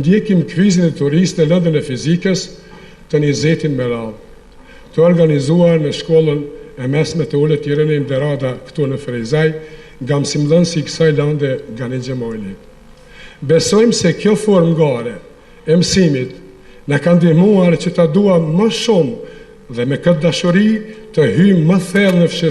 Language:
Albanian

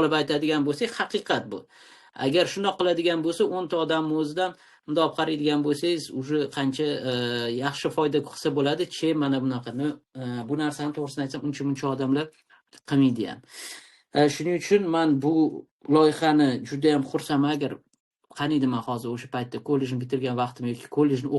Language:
Uzbek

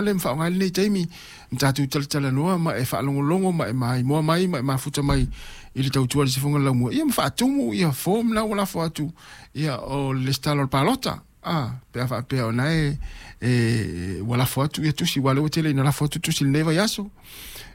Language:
Samoan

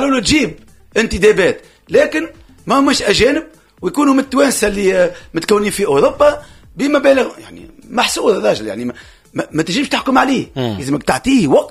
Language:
Tunisian Arabic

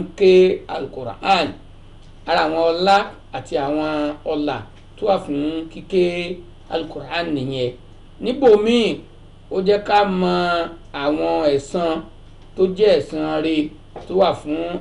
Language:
Yoruba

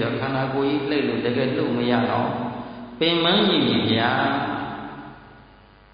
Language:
Burmese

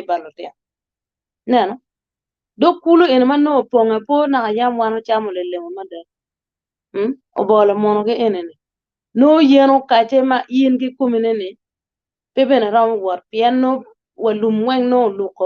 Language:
Acoli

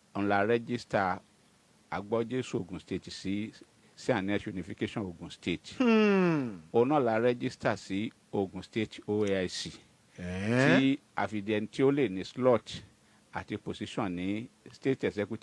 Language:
Yoruba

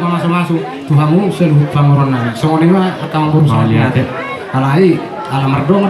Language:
Batak Toba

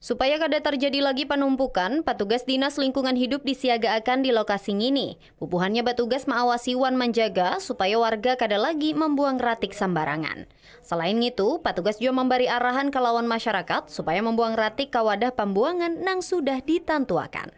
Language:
Banjar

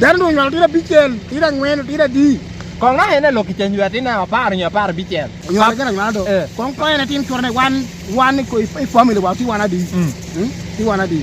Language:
Lango (Uganda)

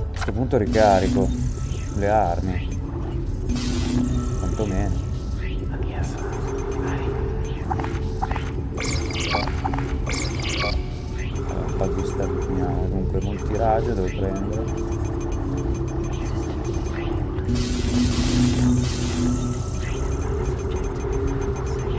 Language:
Italian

